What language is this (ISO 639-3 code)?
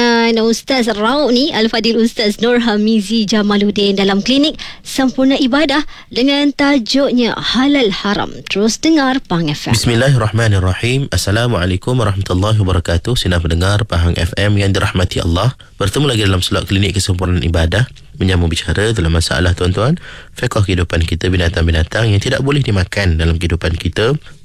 msa